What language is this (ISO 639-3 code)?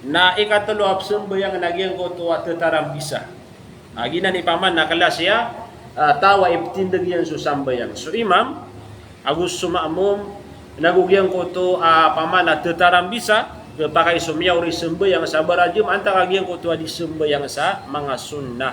mrw